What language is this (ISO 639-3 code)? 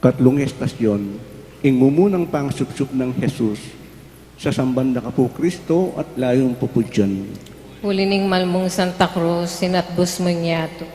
pam